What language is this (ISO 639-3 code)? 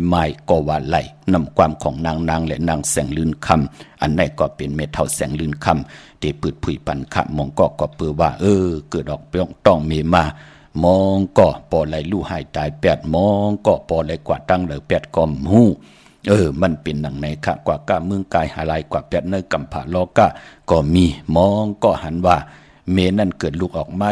shn